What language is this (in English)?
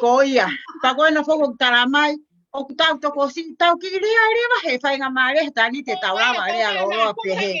Tongan